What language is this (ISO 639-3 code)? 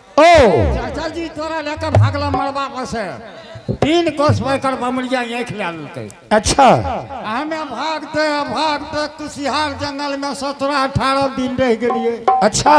anp